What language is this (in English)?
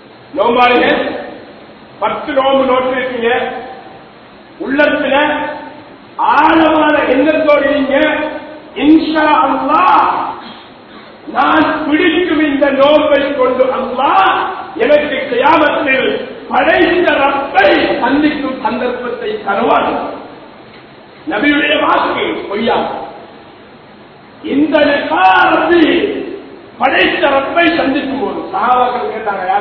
Tamil